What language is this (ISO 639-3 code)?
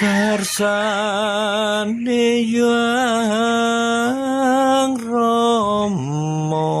jav